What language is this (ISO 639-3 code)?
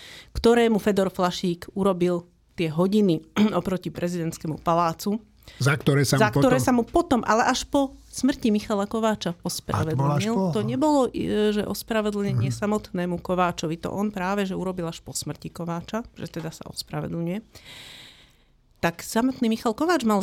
slk